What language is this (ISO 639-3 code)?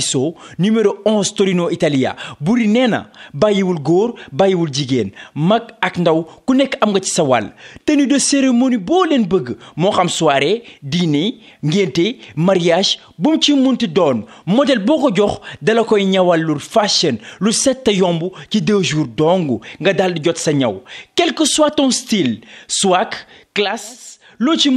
wol